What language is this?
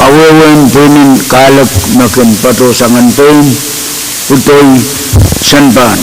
Pohnpeian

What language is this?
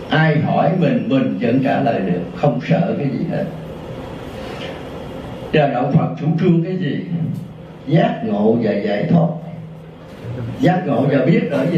Vietnamese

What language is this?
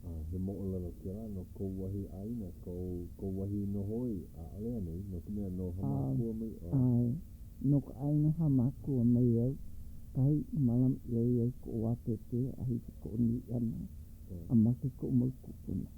Hawaiian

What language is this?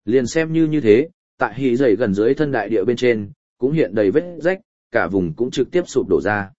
Vietnamese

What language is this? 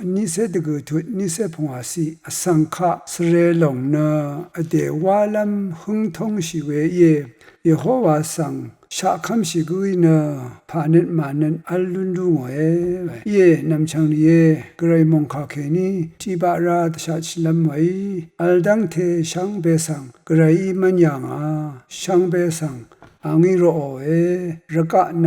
Rawang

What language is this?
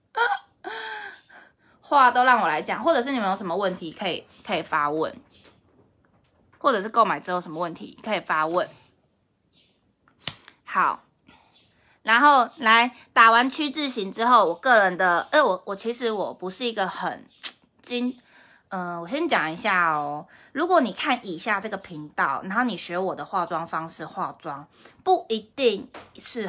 Chinese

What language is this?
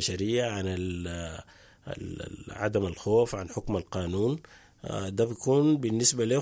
Sudanese Arabic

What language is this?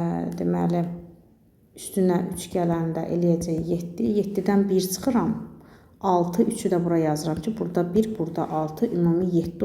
Azerbaijani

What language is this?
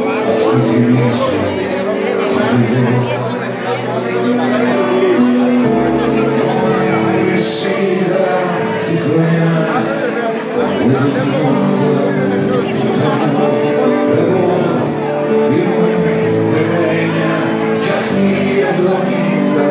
Greek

